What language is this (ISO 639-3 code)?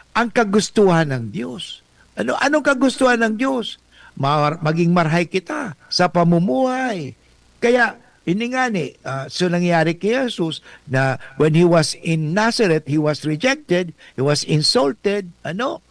bik